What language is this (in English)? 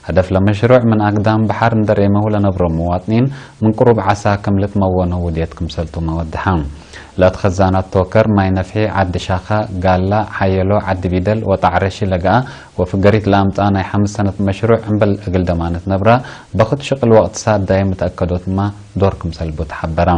Tigre